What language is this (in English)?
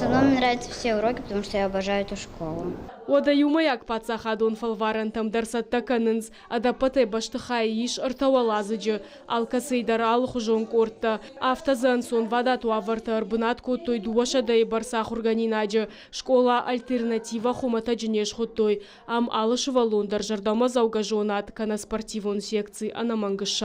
Ossetic